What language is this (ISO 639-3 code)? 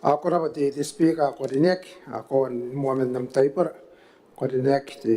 gil